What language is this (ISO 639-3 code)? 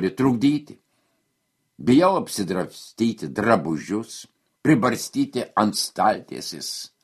lit